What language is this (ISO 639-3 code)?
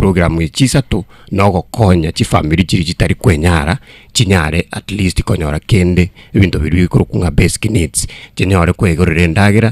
guz